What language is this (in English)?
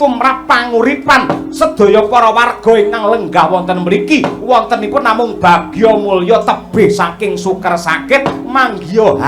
Javanese